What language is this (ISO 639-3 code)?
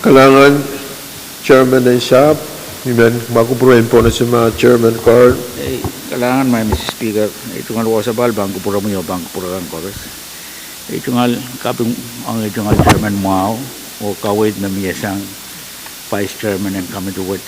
pon